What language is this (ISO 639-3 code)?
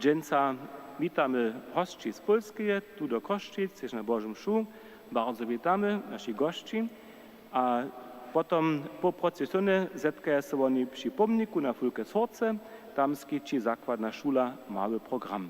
hsb